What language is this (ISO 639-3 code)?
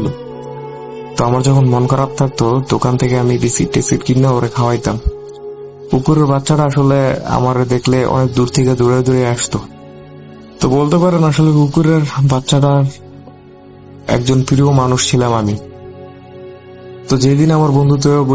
ben